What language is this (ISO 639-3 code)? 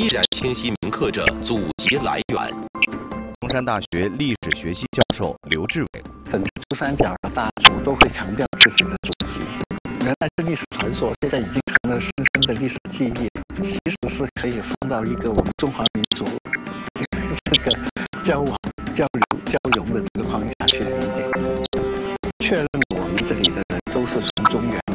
zho